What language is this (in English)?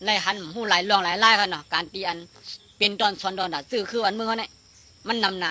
Shan